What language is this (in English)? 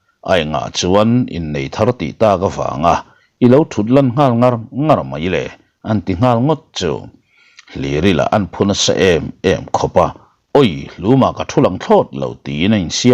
Mizo